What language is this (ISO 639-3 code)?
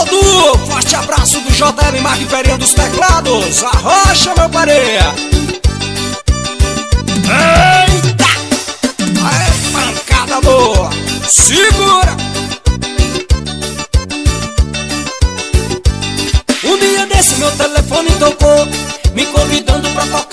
por